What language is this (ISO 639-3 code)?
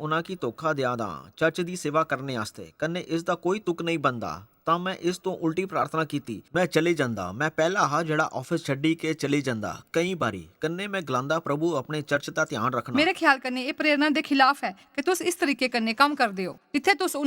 doi